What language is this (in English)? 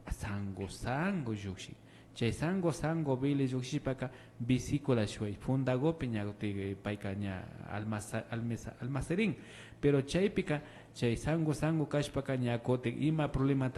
Imbabura Highland Quichua